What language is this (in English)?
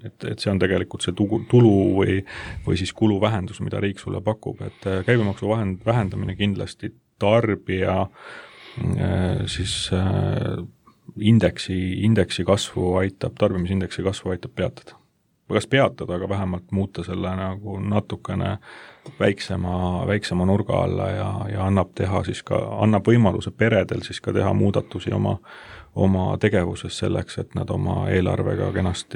Estonian